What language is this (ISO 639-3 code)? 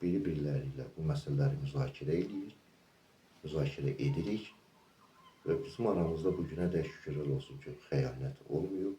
aze